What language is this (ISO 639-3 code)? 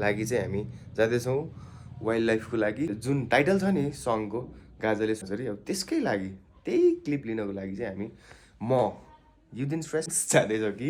nep